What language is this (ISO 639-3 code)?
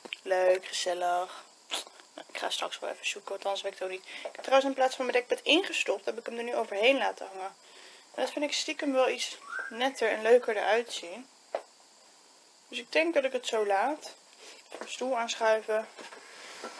nld